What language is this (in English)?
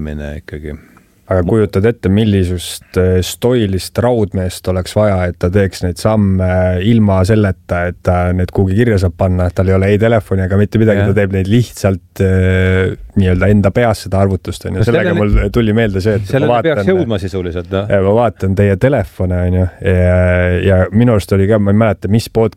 Estonian